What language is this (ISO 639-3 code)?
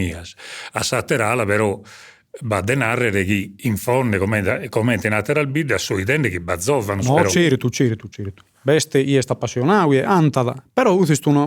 srd